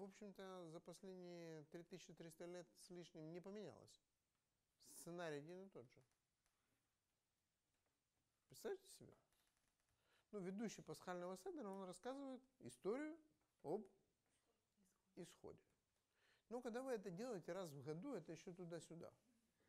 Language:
Russian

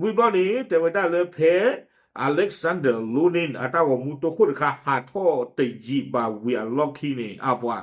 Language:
S'gaw Karen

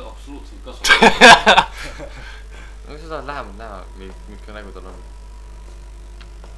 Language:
Estonian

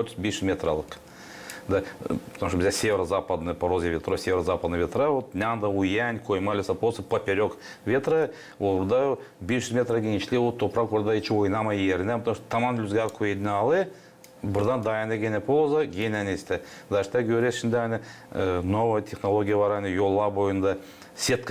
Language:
Gagauz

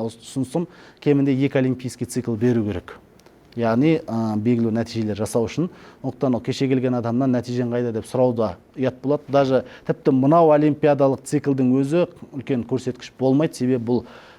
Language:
Kazakh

